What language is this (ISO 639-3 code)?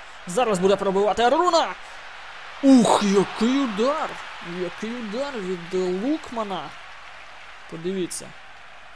ukr